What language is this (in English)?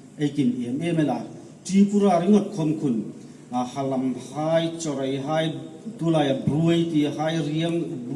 Hmar